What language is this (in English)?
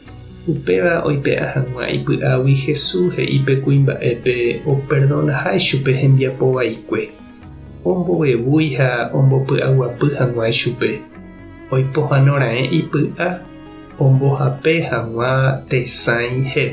Guarani